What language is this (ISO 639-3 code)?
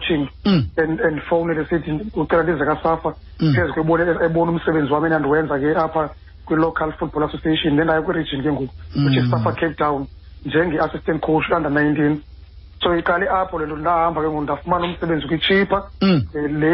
xho